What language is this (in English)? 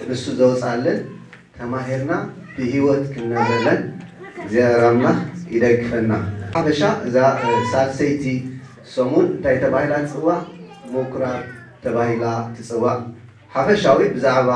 Tigrinya